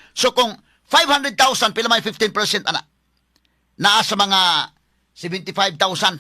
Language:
Cebuano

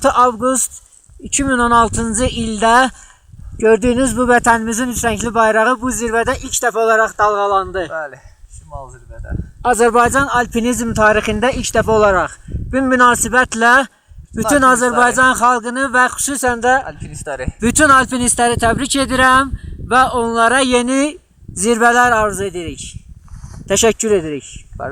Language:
Azerbaijani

